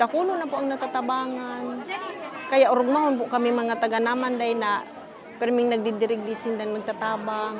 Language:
Bikol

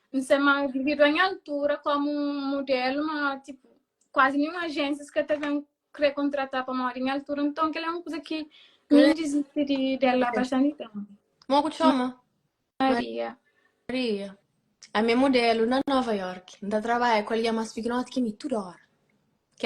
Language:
Kabuverdianu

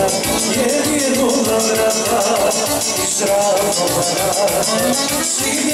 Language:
Croatian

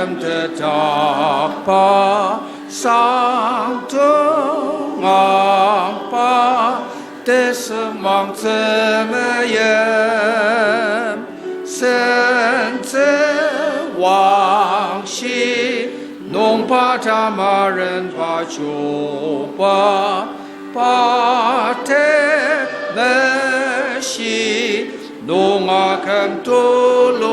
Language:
Ao Naga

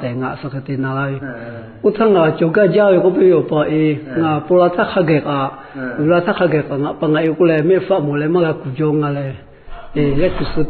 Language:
Lahu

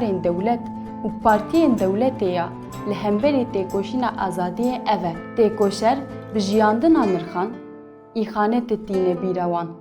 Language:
Kurdish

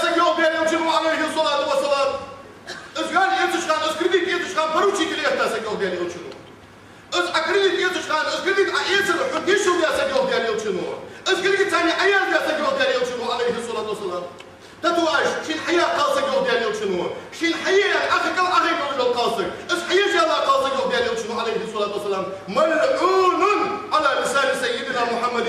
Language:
Ingush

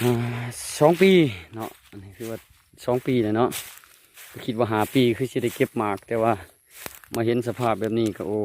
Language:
Lao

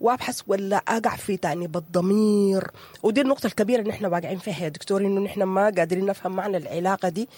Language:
Sudanese Arabic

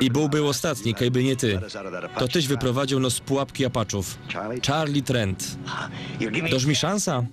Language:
Silesian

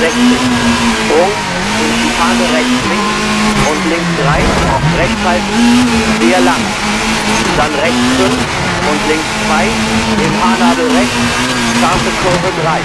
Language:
Bavarian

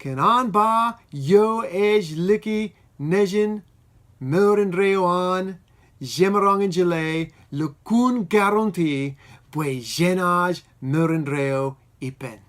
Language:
Marshallese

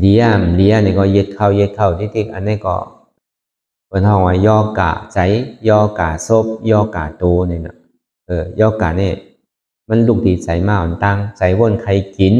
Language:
Shan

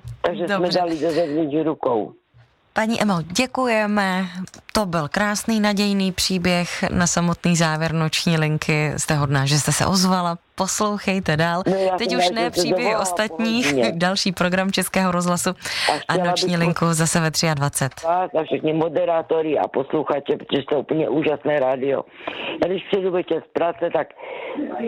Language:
Czech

